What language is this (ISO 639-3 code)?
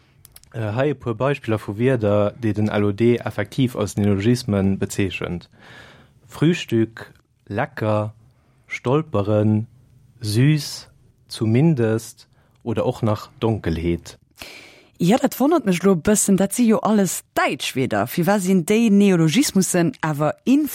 ltz